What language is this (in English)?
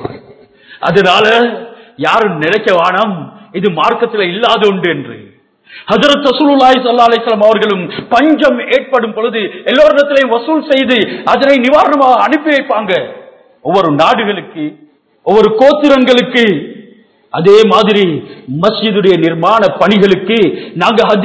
Tamil